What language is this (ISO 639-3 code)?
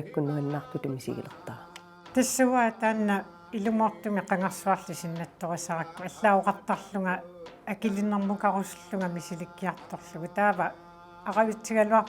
kal